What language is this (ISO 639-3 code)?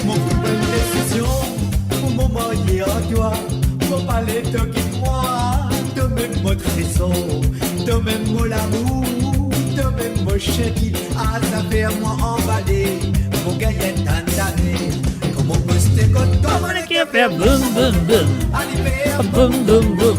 mfe